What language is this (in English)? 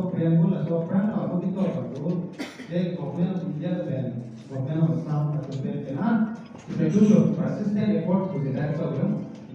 Karbi